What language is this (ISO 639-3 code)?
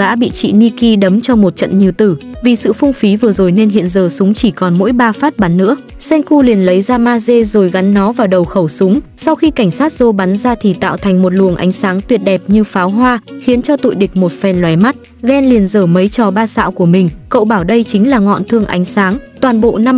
vie